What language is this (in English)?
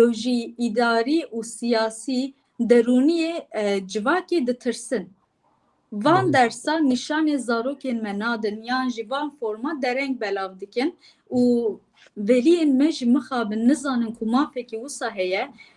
Kurdish